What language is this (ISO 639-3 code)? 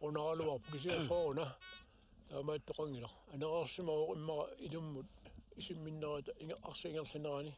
kal